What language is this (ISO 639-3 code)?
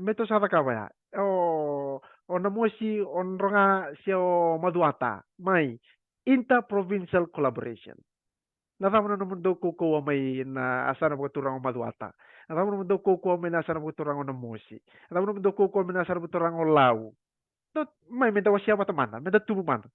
fij